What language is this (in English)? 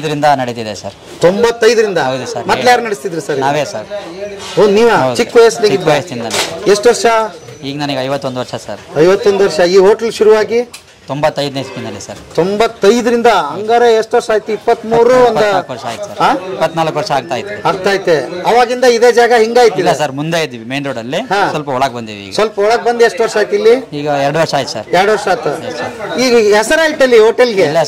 Kannada